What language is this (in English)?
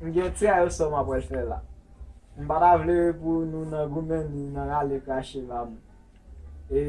Haitian Creole